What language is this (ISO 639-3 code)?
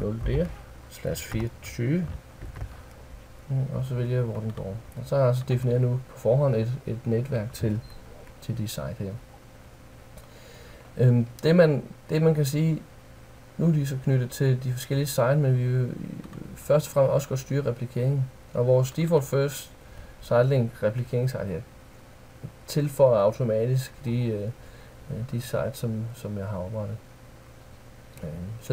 dan